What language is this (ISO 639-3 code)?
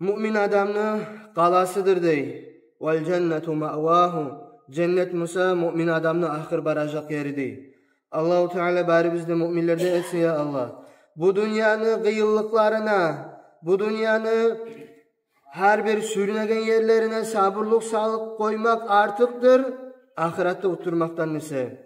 kum